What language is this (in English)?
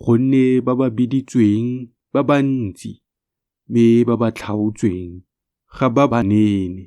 Tswana